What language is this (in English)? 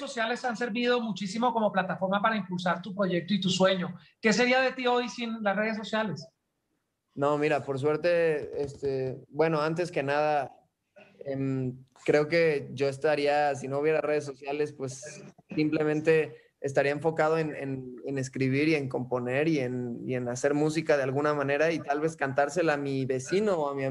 Spanish